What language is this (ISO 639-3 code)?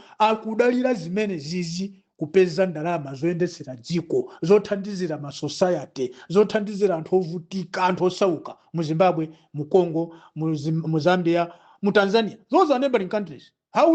nya